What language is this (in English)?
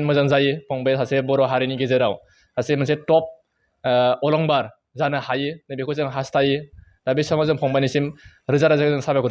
Bodo